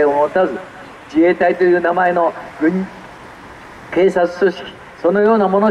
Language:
Japanese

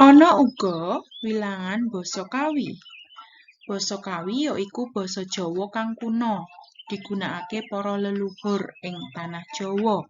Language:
Javanese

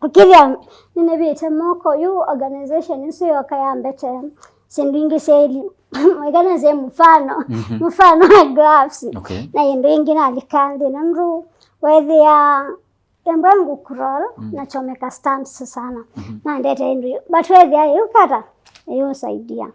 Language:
Kamba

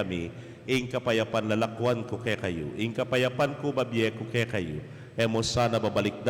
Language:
Pampanga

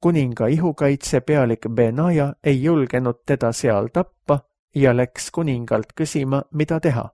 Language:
Estonian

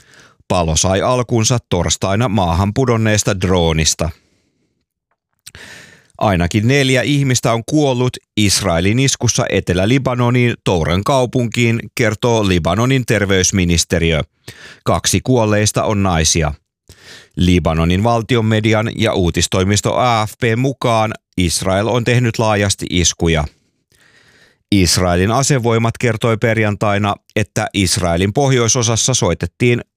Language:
Finnish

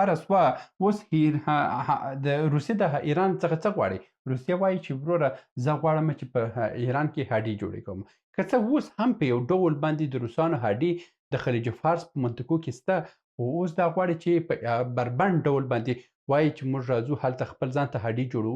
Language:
Pashto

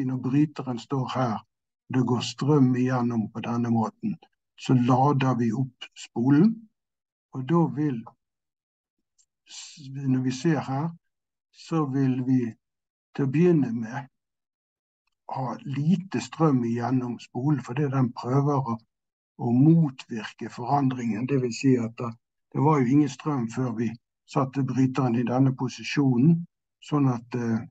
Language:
Norwegian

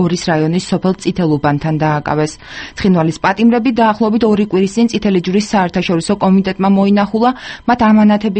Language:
Georgian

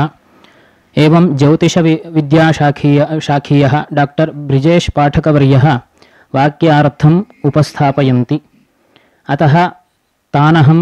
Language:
Sanskrit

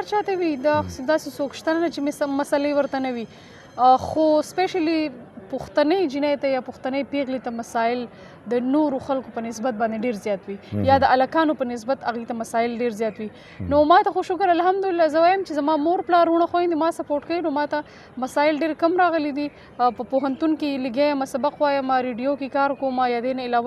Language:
Pashto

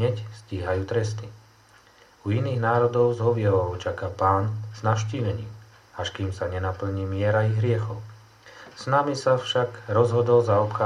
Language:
Slovak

